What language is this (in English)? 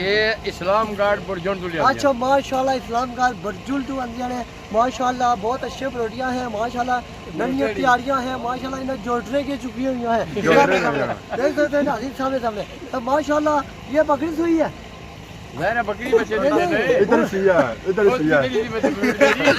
Pahari-Potwari